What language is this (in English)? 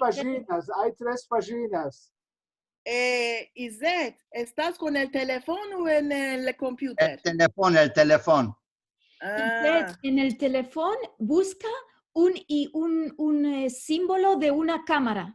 Ladino